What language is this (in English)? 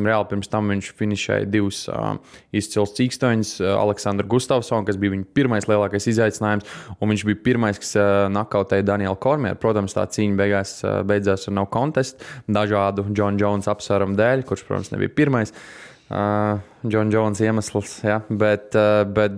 Latvian